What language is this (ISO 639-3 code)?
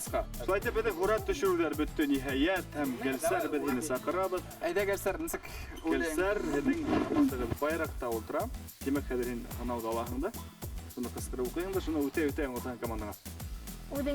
bak